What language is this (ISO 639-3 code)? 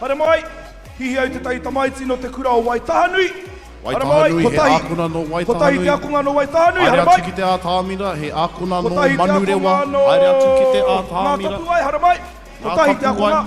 mri